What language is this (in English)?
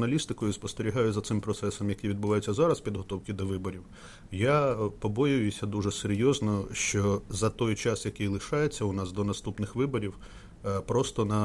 Ukrainian